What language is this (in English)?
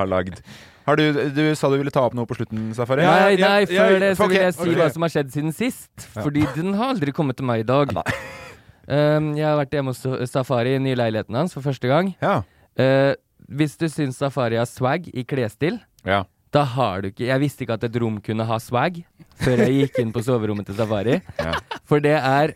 Norwegian